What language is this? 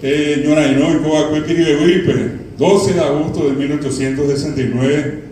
Guarani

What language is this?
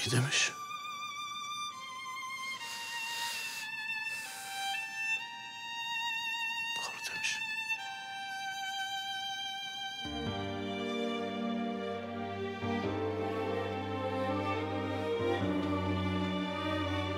Turkish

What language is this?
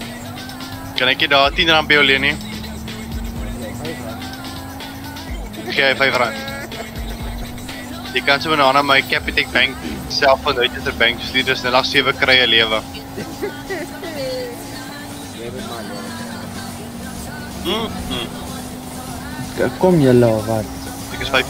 Afrikaans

